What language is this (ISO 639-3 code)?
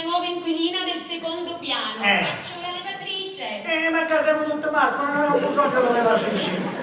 scn